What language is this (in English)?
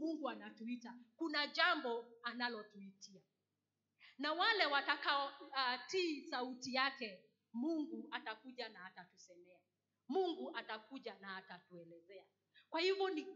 Swahili